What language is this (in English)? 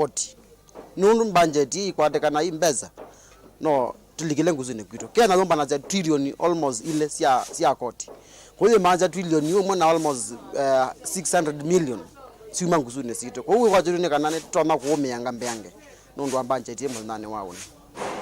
Kamba